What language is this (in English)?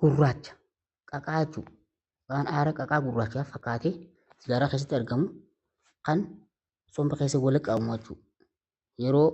Oromo